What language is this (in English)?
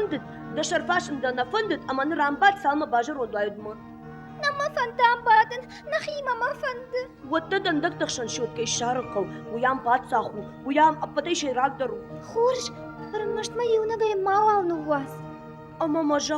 Ossetic